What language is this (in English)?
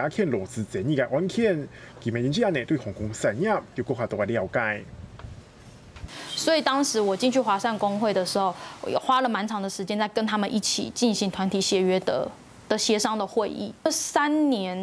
Hakka Chinese